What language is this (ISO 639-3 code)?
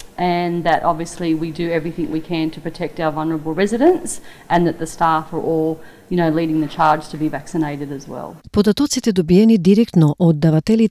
mkd